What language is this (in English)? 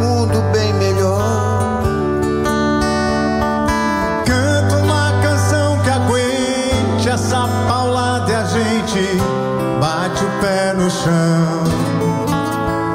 Portuguese